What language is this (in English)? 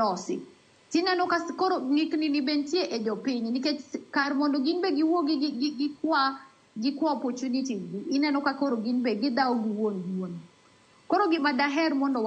Luo (Kenya and Tanzania)